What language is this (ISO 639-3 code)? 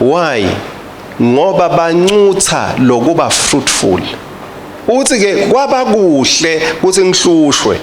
ssw